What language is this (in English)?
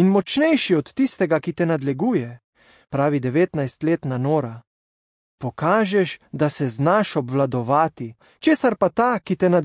Slovenian